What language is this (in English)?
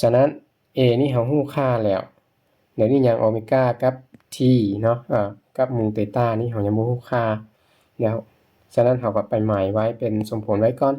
Lao